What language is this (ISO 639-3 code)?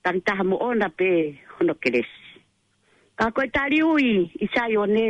ton